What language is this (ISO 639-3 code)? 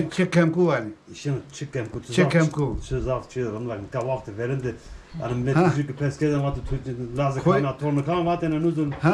zza